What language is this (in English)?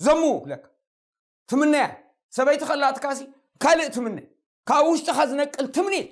Tigrinya